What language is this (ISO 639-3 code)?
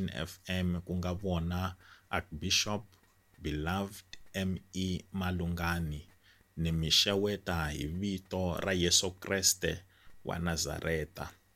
tso